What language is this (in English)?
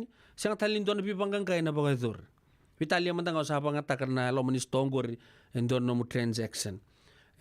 Fijian